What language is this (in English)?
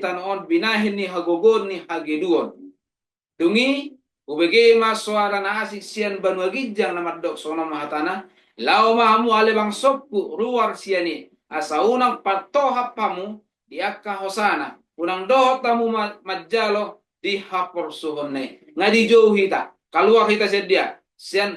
Batak Toba